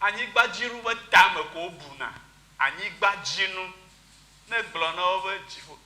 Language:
Ewe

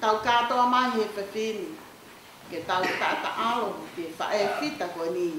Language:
Tongan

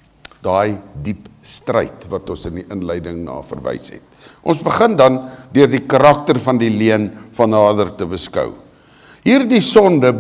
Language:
Afrikaans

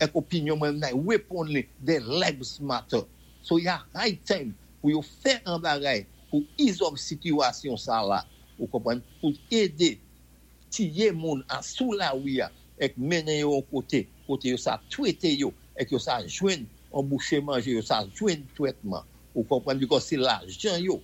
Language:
Saint Lucian Creole French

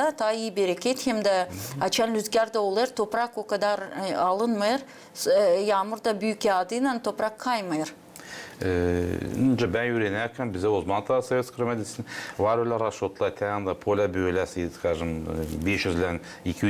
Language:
Gagauz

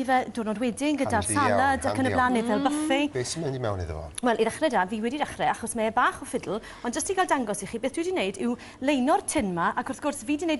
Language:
Welsh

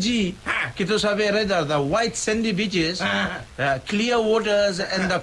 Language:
Fijian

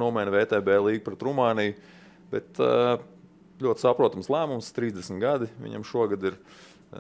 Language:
Latvian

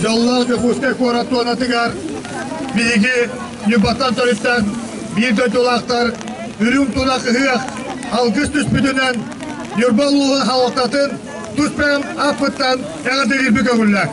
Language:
Yakut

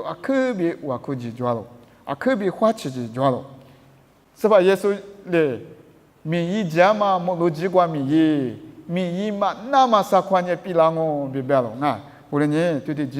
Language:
Lisu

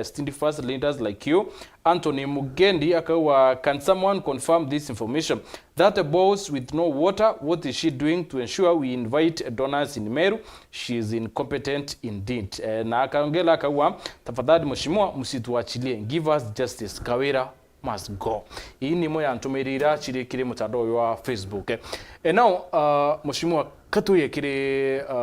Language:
Meru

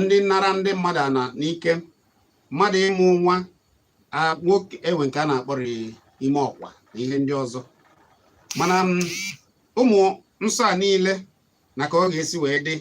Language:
Igbo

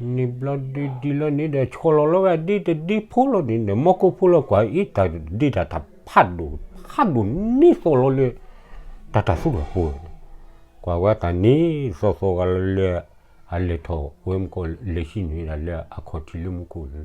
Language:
S'gaw Karen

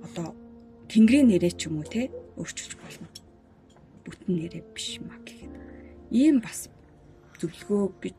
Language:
Mongolian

